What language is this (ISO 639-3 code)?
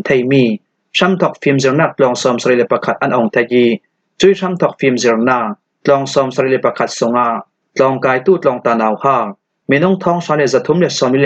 cfm